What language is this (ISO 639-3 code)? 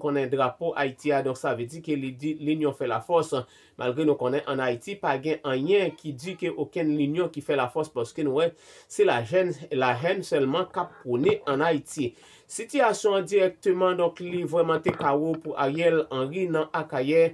hat